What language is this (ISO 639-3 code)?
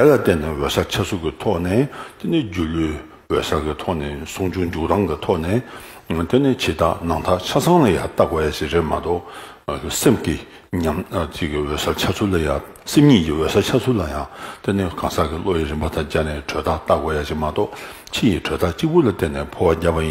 bod